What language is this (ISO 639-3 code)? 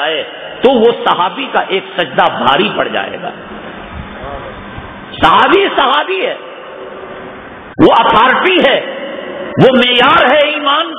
urd